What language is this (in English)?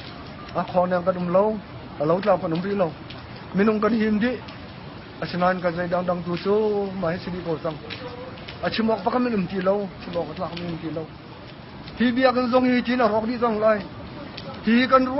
Hakha Chin